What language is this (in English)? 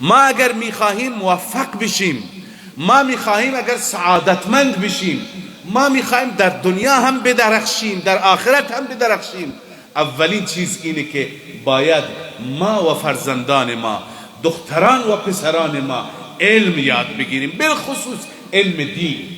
Persian